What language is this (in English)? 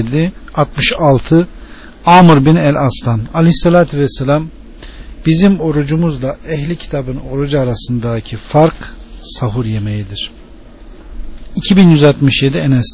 Turkish